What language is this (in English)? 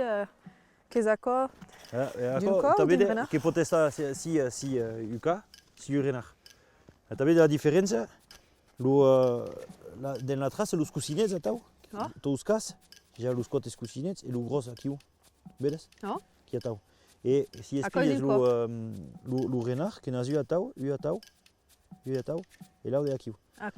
Occitan